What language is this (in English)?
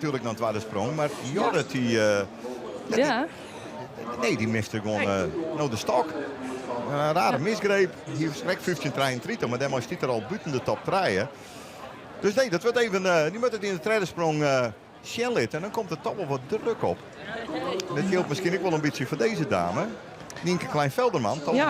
Western Frisian